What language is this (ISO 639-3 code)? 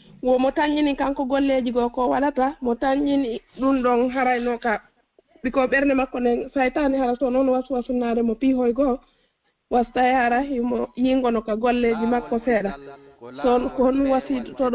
ful